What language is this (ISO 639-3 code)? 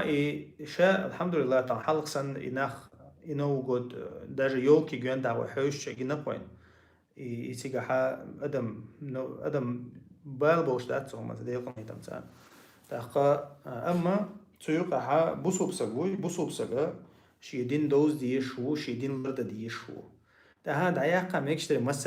che